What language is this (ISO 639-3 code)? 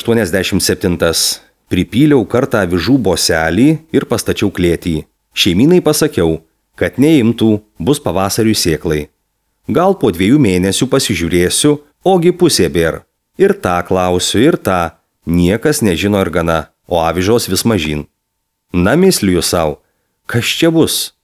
lit